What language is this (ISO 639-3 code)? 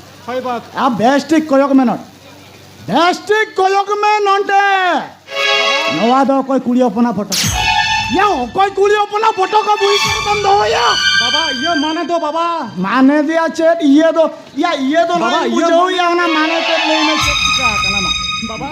sat